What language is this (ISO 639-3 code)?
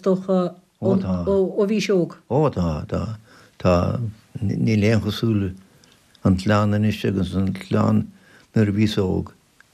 gle